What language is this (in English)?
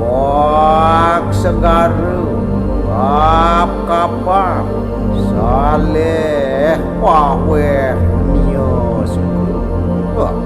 Balinese